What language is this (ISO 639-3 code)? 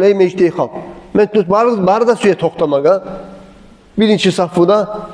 kum